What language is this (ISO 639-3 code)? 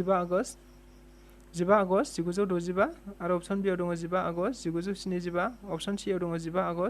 brx